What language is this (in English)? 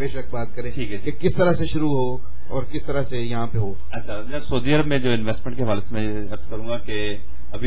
Urdu